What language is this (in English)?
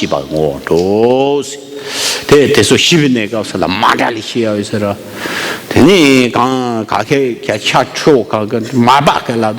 Tibetan